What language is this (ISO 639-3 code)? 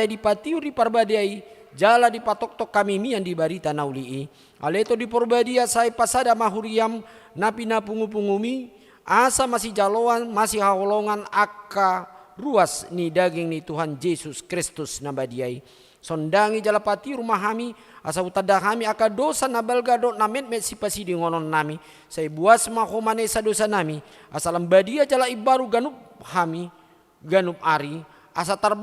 bbc